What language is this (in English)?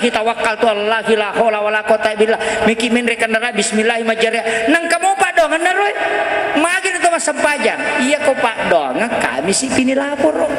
Buginese